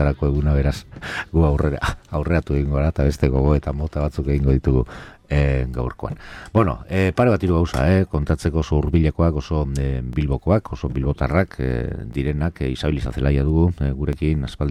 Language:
Basque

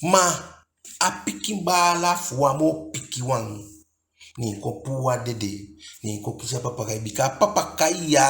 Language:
Eastern Maroon Creole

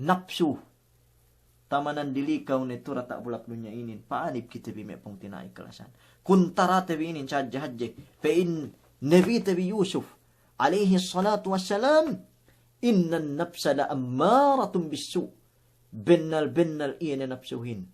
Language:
Yakan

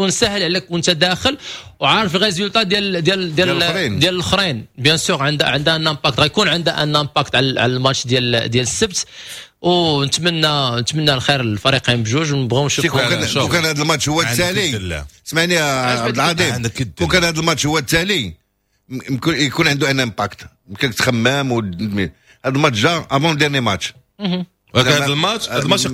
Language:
Moroccan Arabic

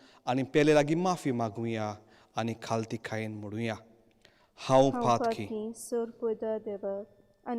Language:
Konkani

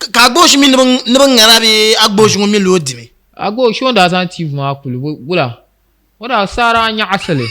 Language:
Dagbani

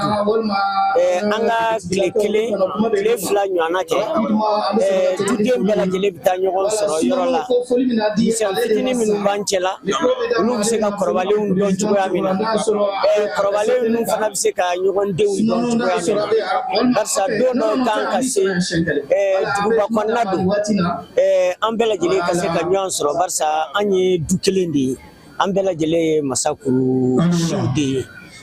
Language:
Bambara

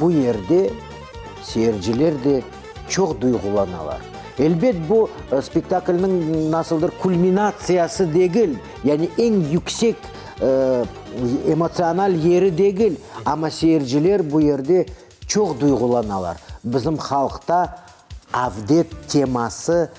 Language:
Crimean Tatar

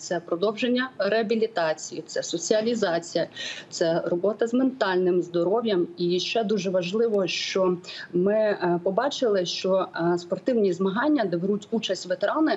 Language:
Ukrainian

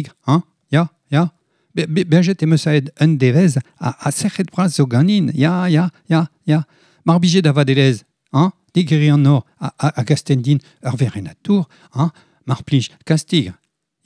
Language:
Breton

